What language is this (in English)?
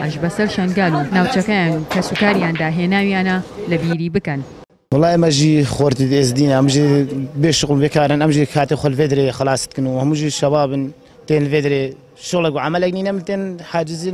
Central Kurdish